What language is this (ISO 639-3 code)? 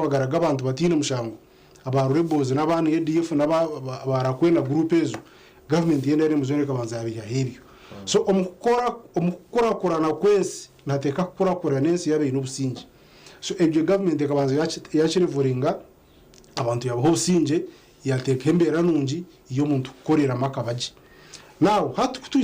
nyn